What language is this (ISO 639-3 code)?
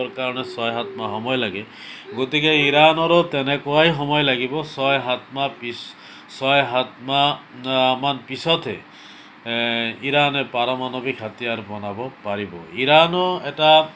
asm